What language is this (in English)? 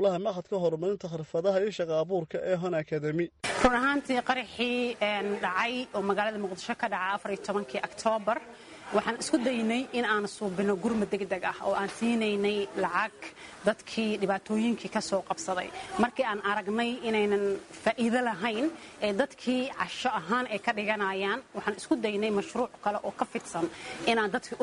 Somali